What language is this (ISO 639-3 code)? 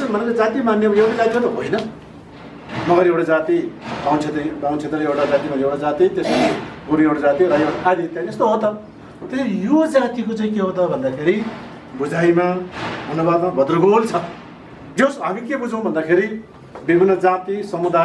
nep